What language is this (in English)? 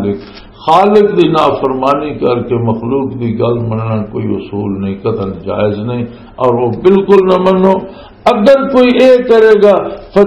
Western Panjabi